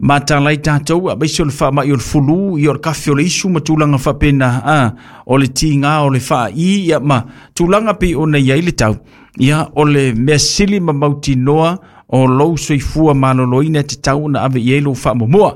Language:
Samoan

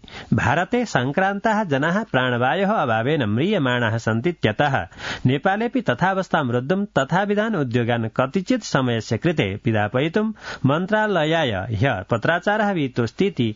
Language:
Sanskrit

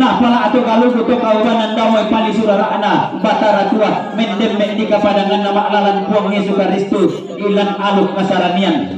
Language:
Toraja-Sa'dan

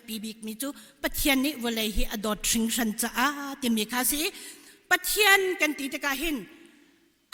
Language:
Hakha Chin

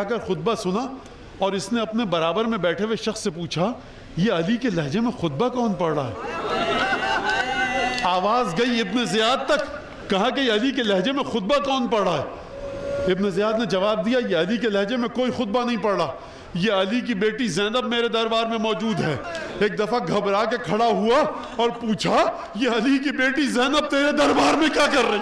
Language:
Urdu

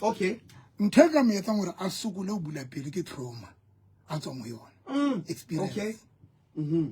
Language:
Southern Sotho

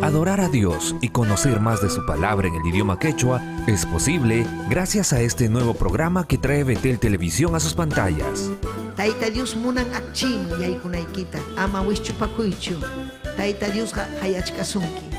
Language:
Ayacucho Quechua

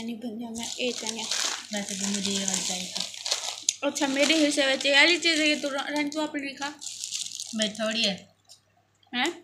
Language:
Saraiki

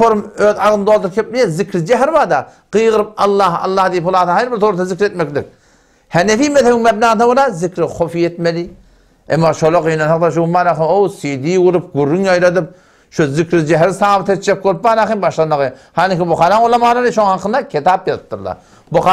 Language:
Turkmen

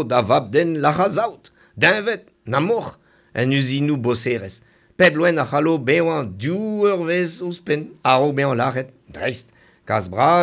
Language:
Breton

